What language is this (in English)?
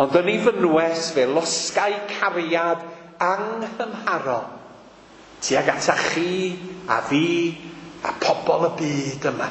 Welsh